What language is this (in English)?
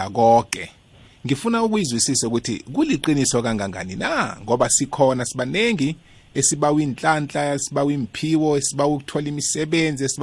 South Ndebele